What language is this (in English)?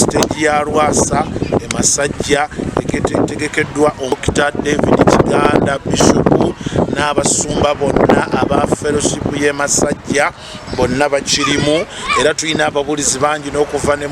Ganda